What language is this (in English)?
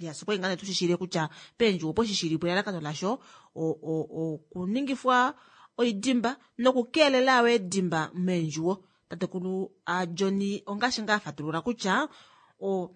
Kuanyama